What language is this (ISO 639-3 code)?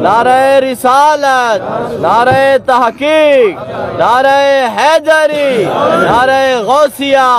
skr